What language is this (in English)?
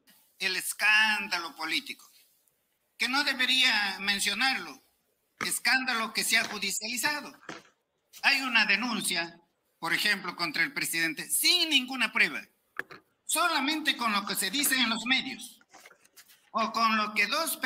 Spanish